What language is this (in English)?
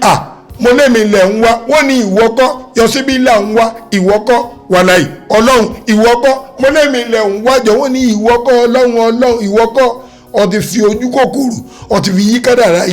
Yoruba